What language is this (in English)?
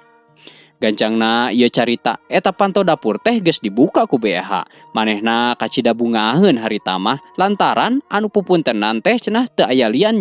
Sundanese